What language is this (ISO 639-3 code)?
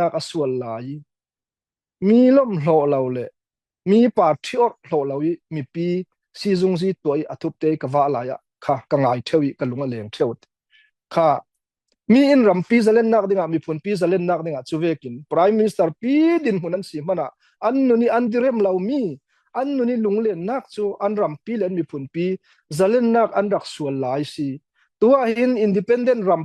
cfm